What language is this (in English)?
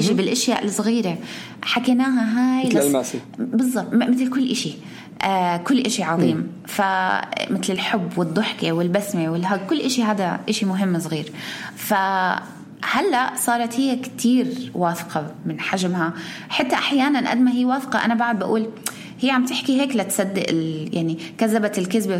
North Levantine Arabic